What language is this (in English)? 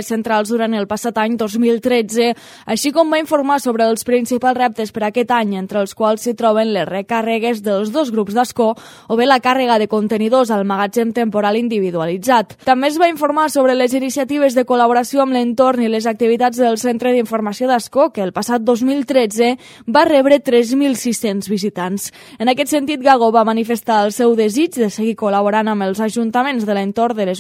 Catalan